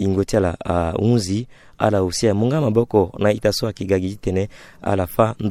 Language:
Sango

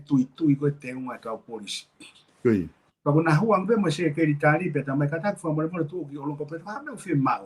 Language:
Tongan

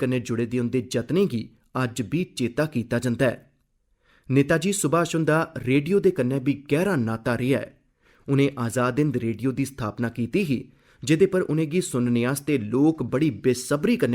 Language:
Dogri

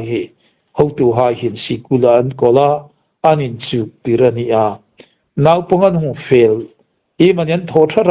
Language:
Hmar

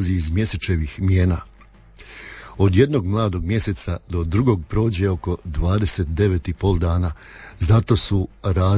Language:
Croatian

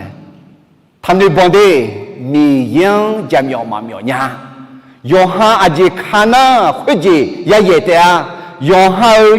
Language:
Akha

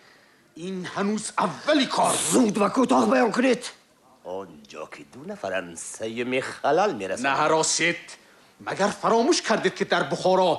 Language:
Tajik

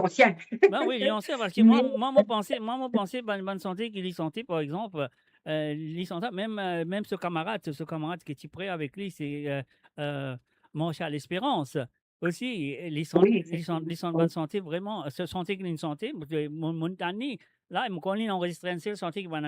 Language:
Morisyen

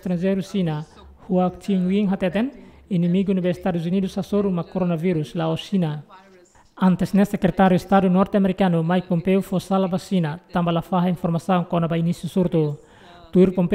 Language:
Tetum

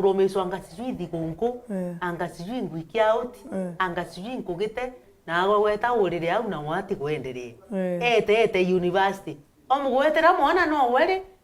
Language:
Meru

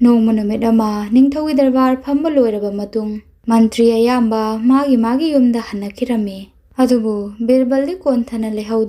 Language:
Manipuri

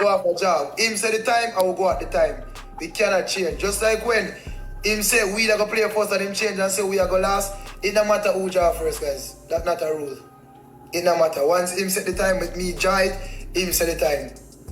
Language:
Jamaican Creole English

